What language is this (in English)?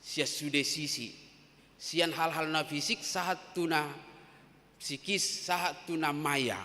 Batak Toba